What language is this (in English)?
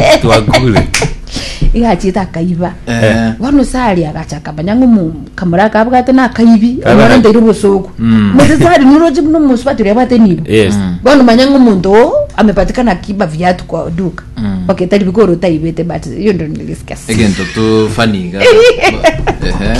Gusii